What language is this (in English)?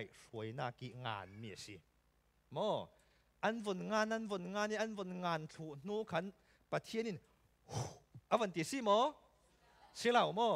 Falam Chin